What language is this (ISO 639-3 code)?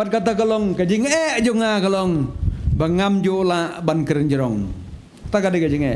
kha